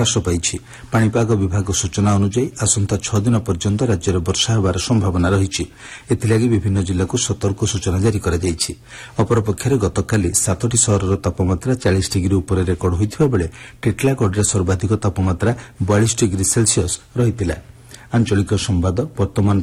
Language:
Odia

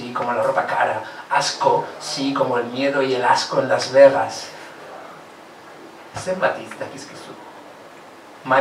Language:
Basque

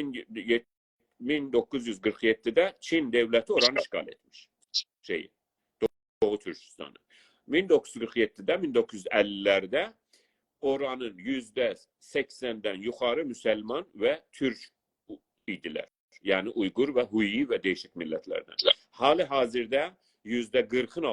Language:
South Azerbaijani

